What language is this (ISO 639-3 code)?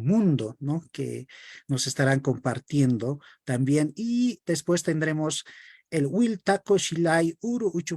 aym